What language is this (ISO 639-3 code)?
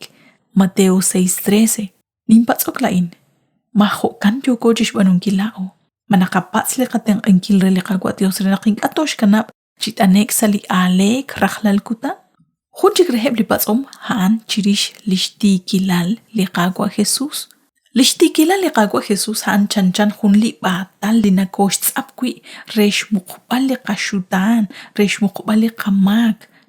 kek